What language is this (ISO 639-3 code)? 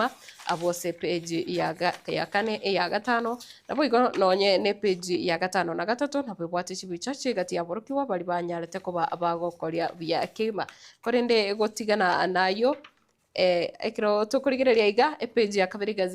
guz